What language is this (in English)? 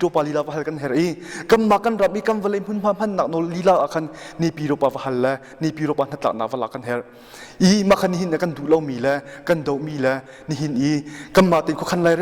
Hakha Chin